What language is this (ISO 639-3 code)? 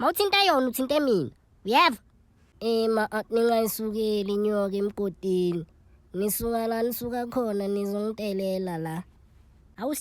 zul